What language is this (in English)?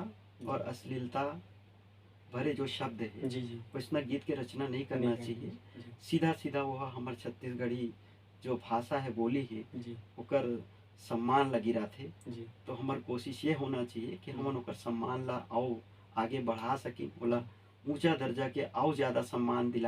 Chhattisgarhi